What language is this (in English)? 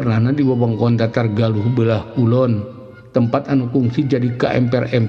Sundanese